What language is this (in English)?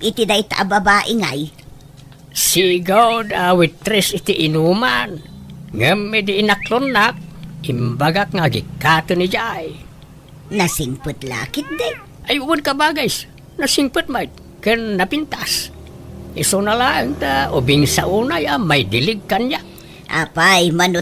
Iloko